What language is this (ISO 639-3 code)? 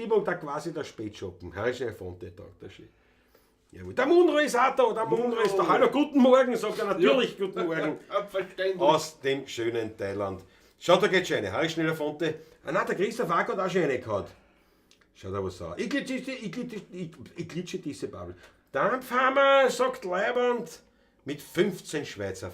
bar